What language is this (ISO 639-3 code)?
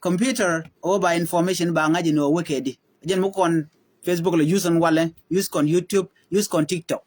nus